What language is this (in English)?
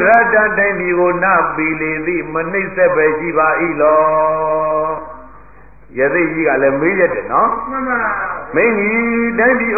Burmese